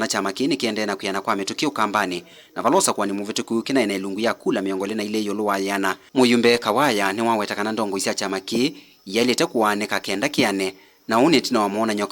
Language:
Kamba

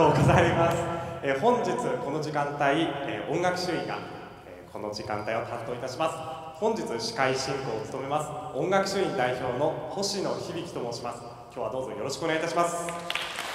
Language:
Japanese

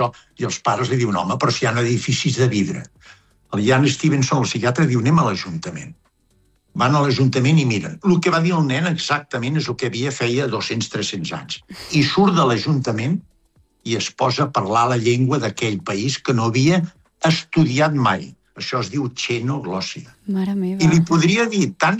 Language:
Catalan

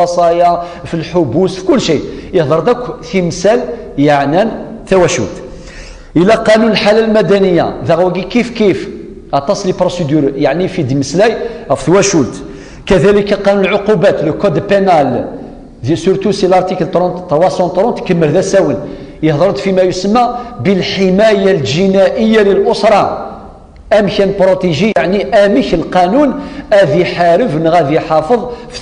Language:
Kabyle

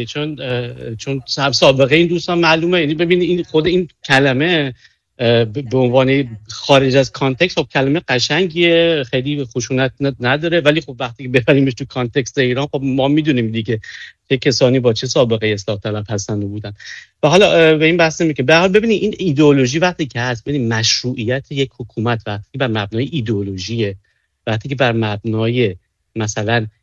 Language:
Persian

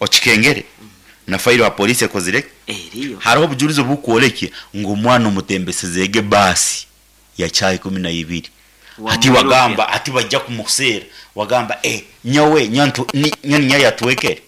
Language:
Nyankole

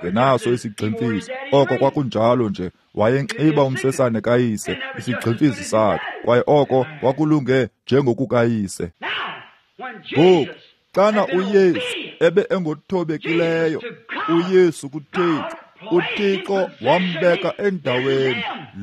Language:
Xhosa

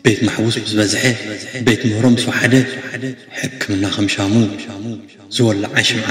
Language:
Tigrinya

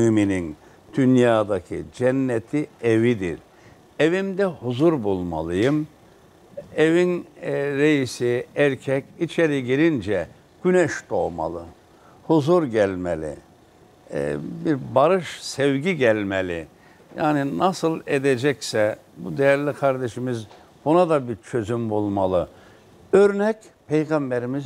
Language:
Turkish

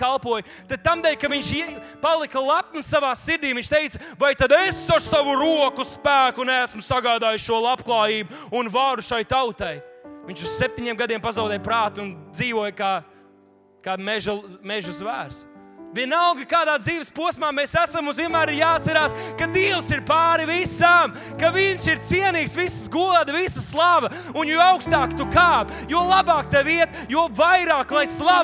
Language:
Latvian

